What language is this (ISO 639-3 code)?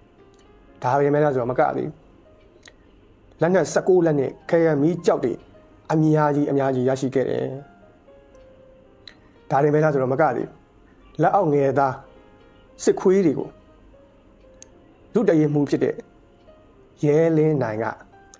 mya